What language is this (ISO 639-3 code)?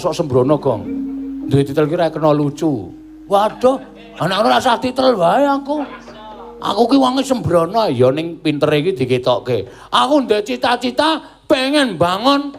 jav